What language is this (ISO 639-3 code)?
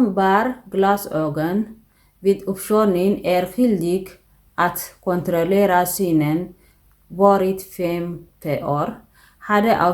tir